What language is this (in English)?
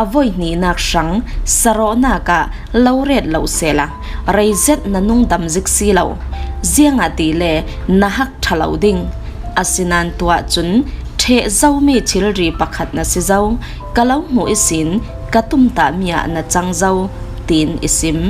Falam Chin